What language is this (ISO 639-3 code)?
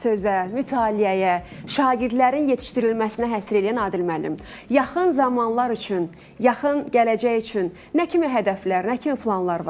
aze